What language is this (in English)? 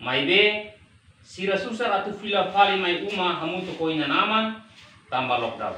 Tetum